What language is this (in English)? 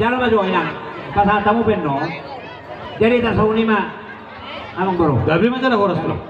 Batak Toba